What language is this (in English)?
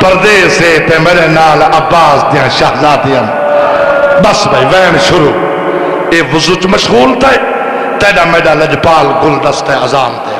Saraiki